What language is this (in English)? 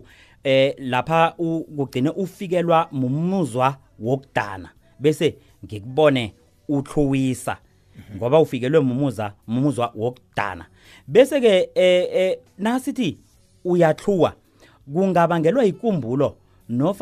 South Ndebele